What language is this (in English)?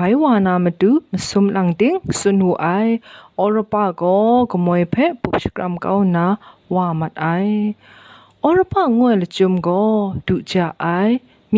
Kachin